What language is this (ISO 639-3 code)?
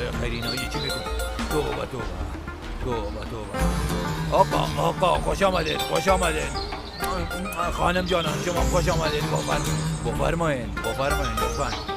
fas